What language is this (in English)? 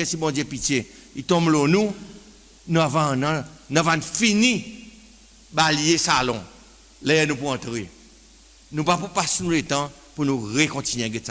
Seselwa Creole French